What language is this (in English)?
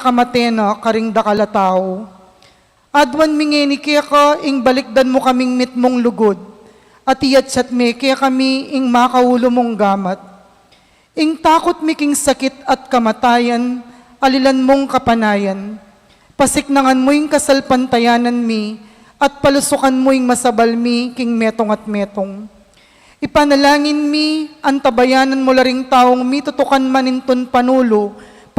Pampanga